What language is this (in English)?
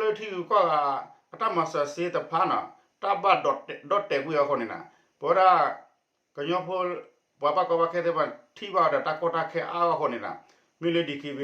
S'gaw Karen